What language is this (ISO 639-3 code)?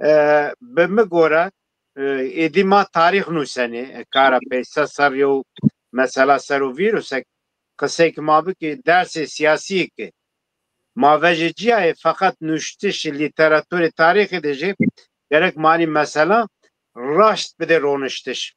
zza